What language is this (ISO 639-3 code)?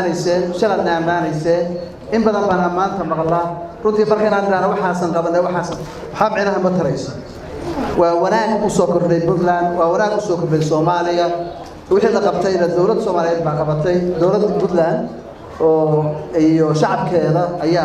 som